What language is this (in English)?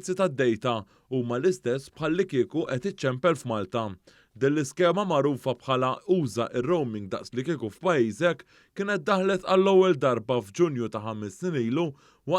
Maltese